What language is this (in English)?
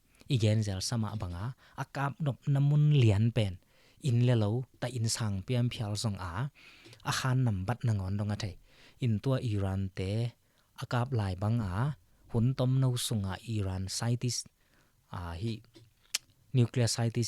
Tedim Chin